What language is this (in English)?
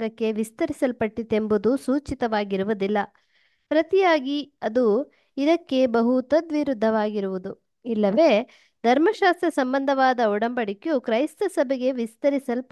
Kannada